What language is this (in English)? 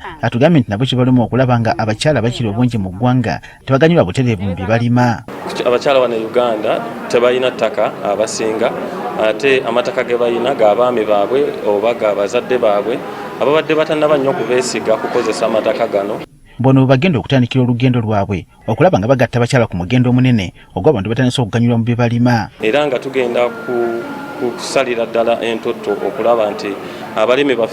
Ganda